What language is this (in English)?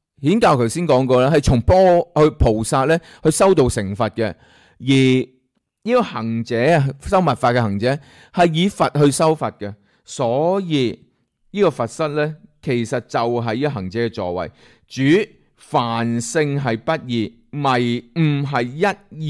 Cantonese